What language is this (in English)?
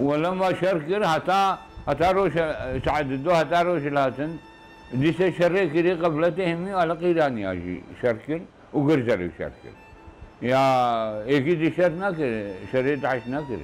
Kurdish